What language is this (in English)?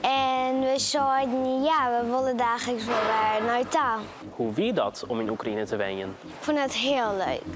Western Frisian